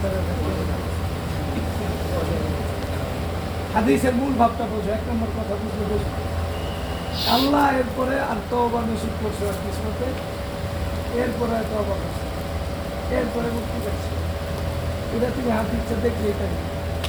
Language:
Bangla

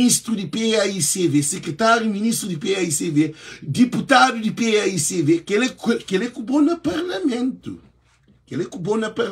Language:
Kabuverdianu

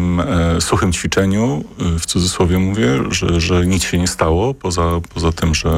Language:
Polish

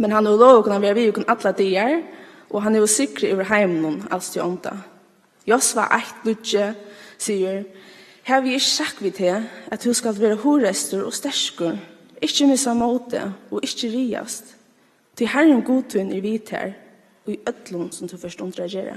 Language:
Faroese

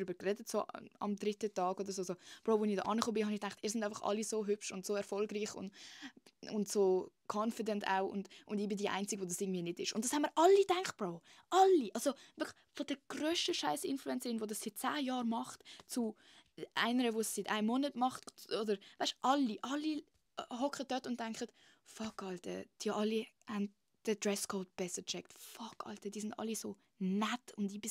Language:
Swiss German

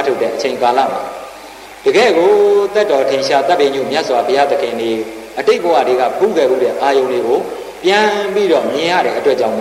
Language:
Burmese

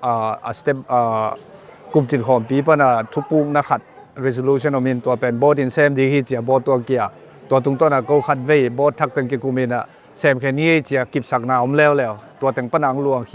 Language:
Tedim Chin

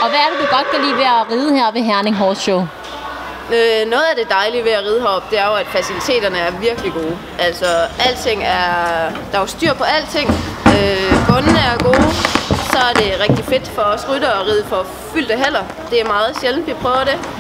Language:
Danish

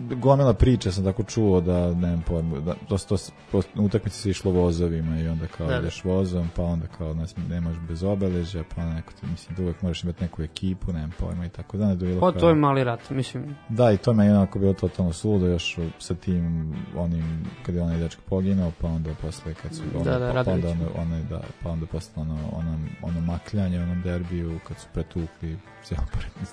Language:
Serbian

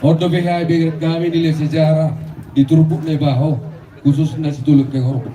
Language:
Batak Toba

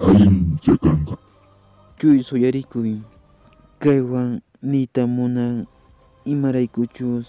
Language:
Quechua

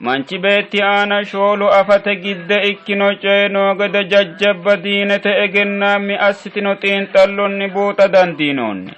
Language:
Sidamo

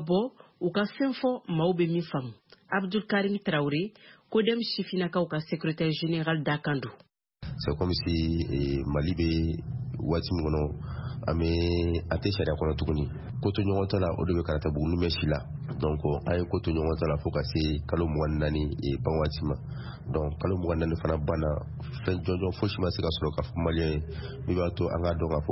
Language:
Bambara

